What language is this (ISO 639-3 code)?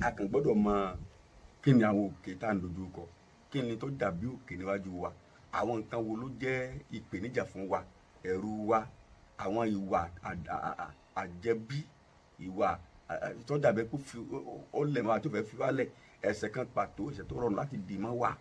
yor